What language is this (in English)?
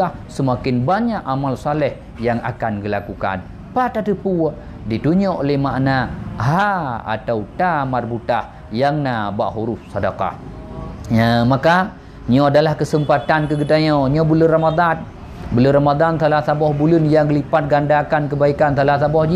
Achinese